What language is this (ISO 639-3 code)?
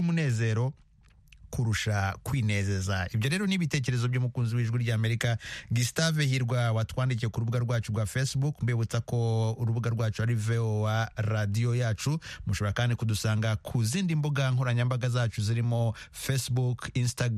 kin